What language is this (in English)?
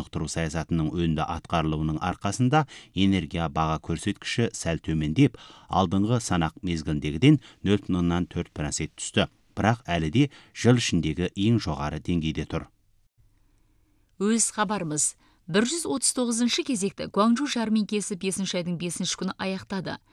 Kazakh